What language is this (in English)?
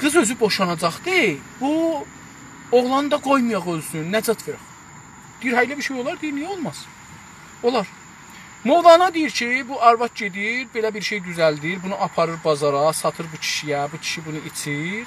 South Azerbaijani